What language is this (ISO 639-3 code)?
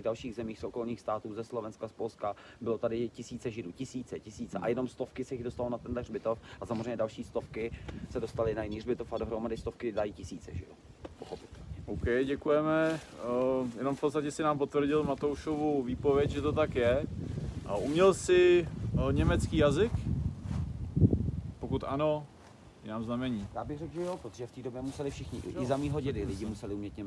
ces